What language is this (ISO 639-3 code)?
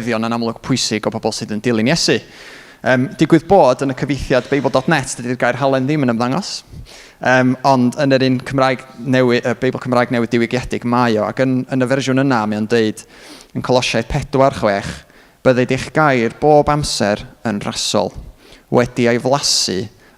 cym